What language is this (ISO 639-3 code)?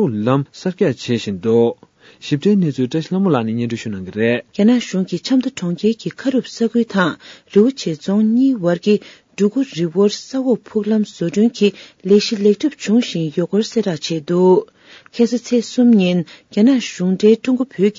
bod